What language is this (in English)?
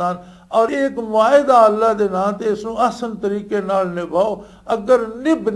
Western Panjabi